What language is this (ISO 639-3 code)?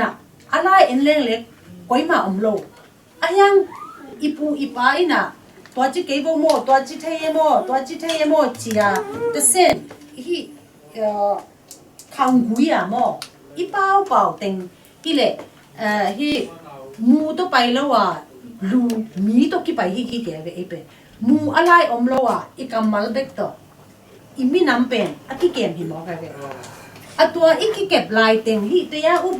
ctd